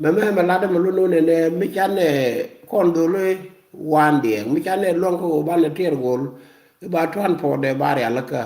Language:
Nuer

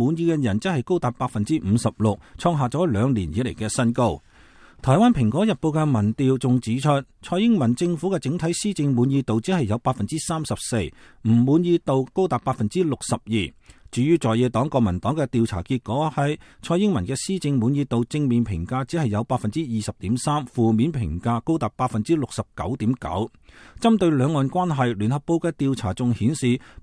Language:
Cantonese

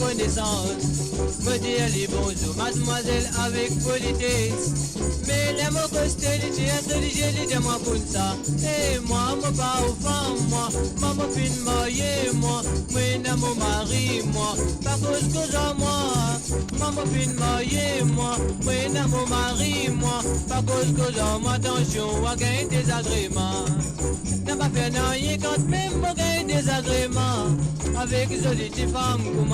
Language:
Morisyen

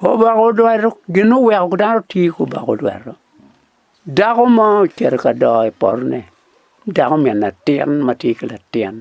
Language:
Acoli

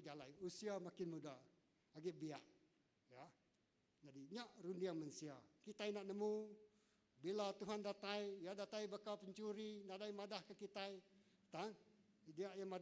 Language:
Iban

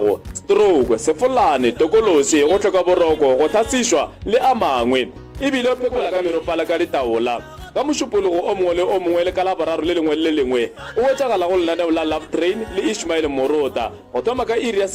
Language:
Northern Sotho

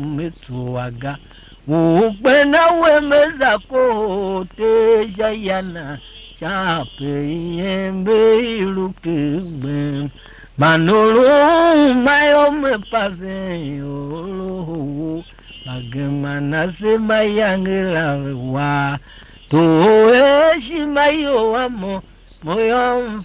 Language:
Tiv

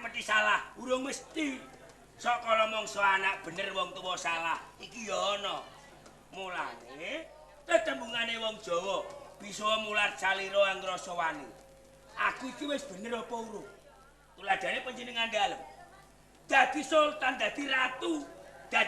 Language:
Javanese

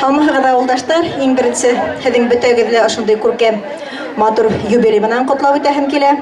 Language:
Bashkir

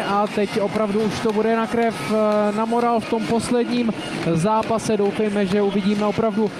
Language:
Czech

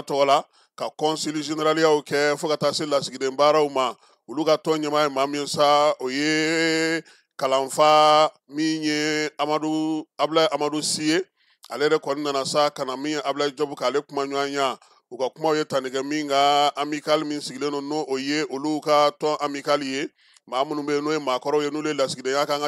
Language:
Bambara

